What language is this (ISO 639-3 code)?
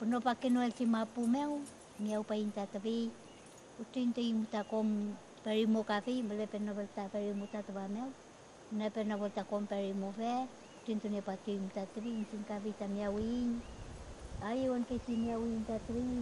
arn